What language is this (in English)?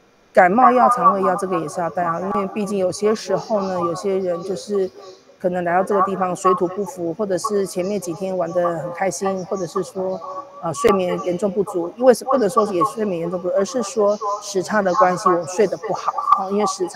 Chinese